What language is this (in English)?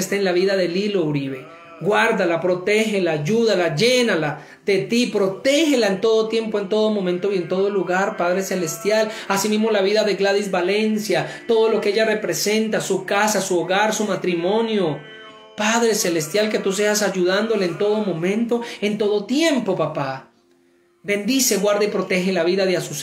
Spanish